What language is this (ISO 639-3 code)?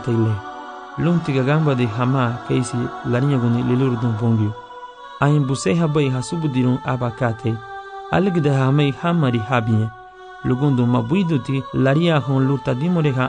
cab